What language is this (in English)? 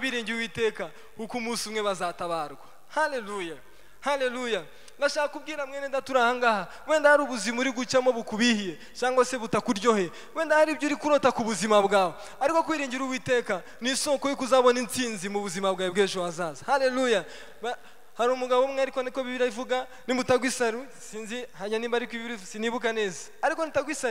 Kinyarwanda